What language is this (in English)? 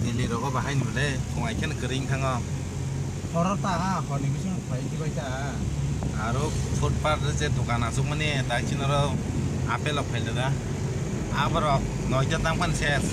Kok Borok